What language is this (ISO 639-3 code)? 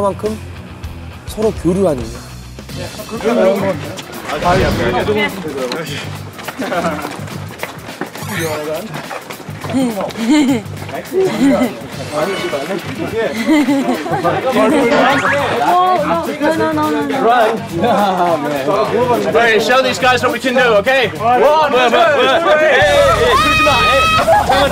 kor